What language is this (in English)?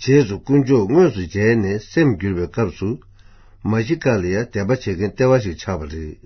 Tibetan